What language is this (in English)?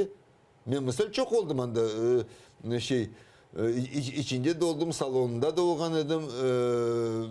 Crimean Tatar